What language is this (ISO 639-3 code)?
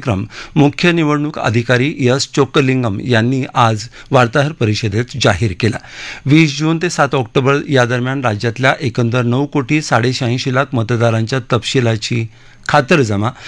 mar